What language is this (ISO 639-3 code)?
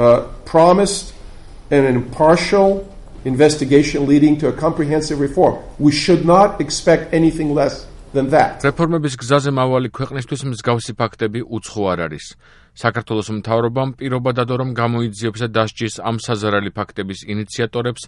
kat